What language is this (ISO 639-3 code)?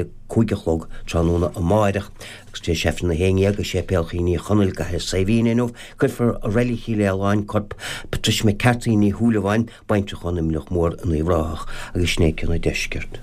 gle